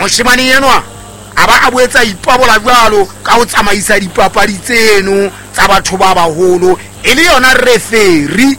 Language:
Southern Sotho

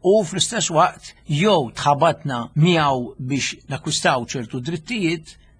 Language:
Maltese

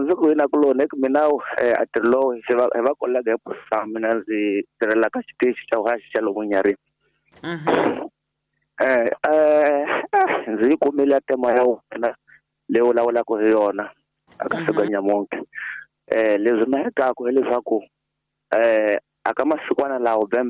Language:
Tsonga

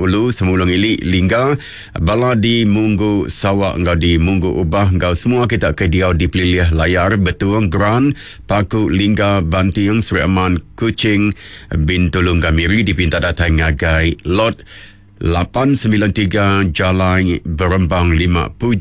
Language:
Iban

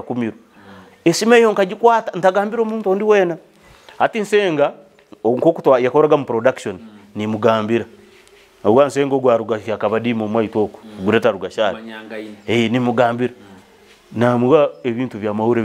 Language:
Nyoro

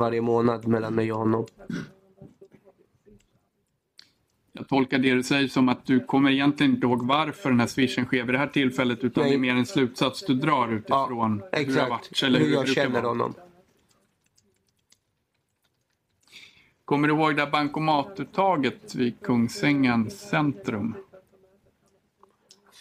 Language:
Swedish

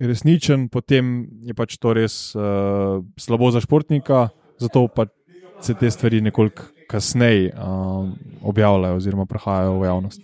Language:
Slovenian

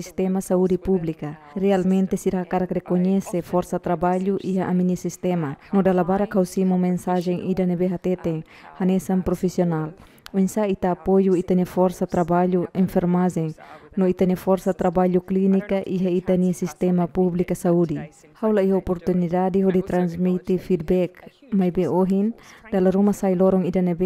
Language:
Tetum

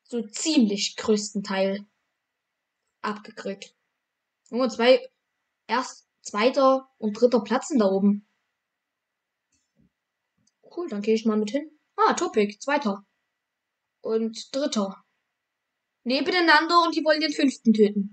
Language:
German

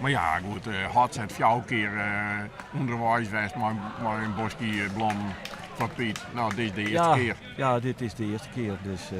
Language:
Western Frisian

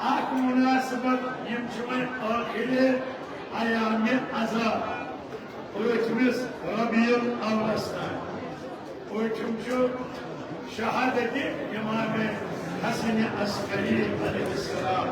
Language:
Kashmiri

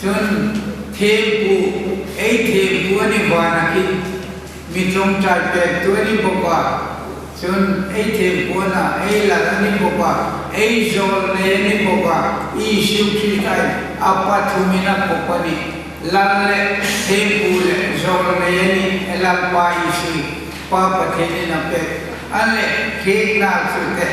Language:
Hmar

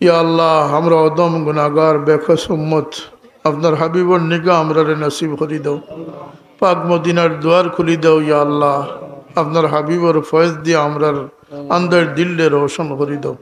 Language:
Sylheti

